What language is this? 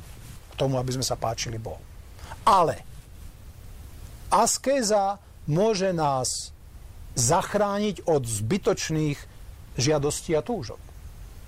Slovak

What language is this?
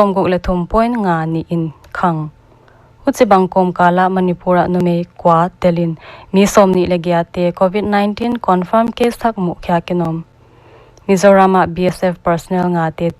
Paite Chin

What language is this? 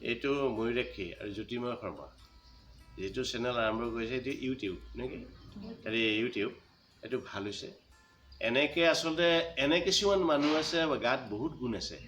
Assamese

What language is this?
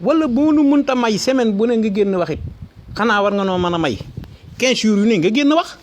Wolof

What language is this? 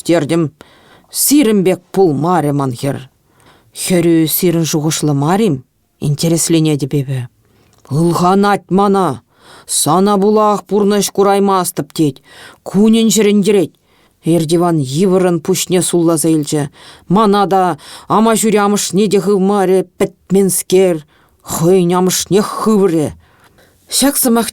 Chuvash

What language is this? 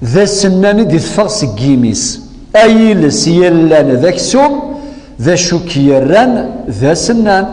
Kabyle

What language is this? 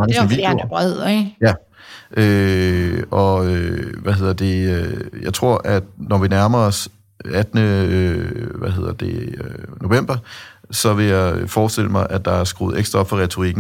Danish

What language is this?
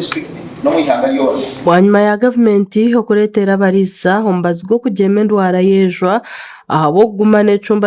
Nyankole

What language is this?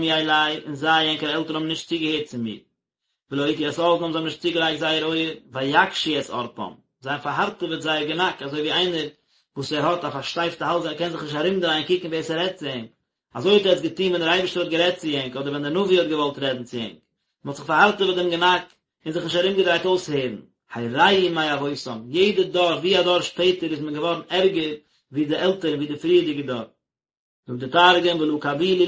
Yiddish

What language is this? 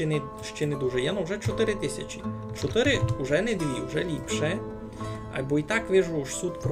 Rusyn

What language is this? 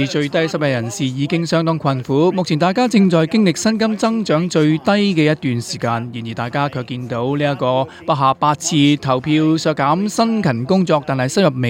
Cantonese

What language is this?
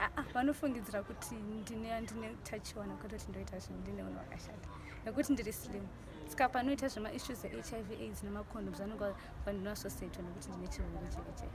Shona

